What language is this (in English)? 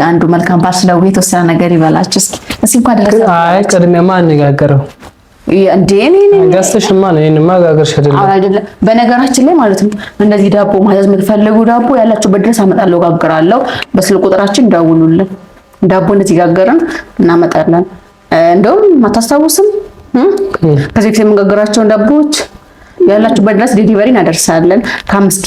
Amharic